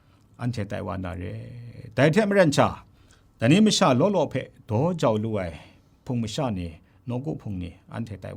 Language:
Kachin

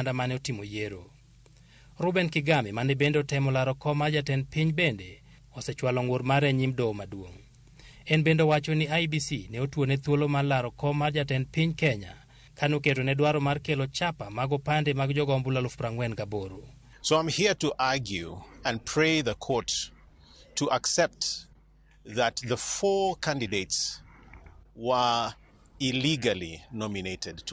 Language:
Luo (Kenya and Tanzania)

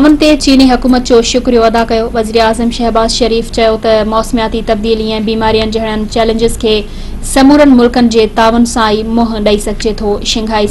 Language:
Sindhi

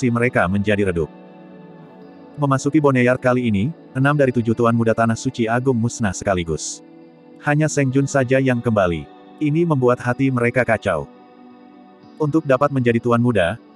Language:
Indonesian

